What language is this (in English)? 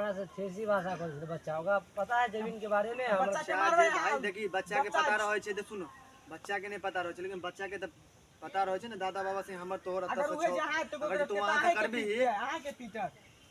Maithili